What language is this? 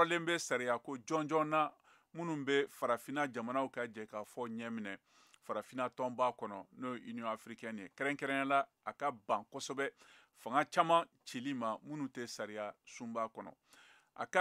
Bambara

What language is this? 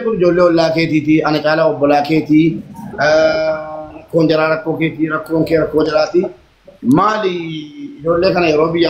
Oromo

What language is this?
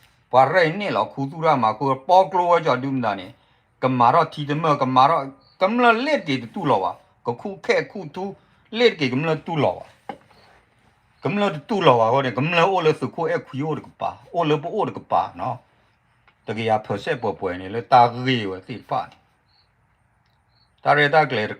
S'gaw Karen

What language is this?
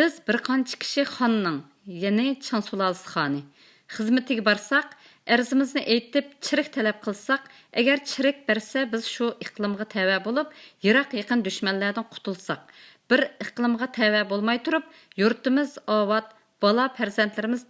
Uyghur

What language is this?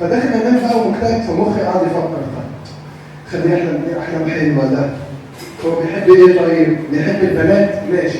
Egyptian Arabic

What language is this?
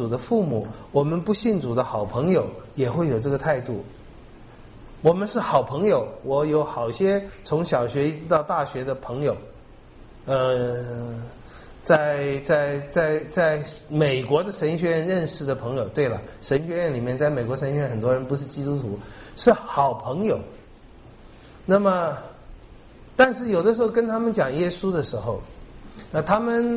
Chinese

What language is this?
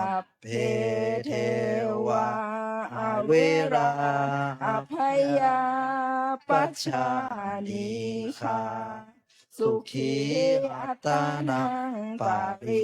Pali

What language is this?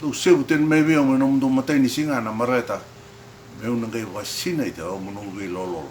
Fijian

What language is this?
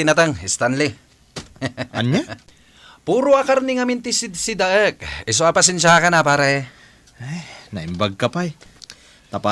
Iloko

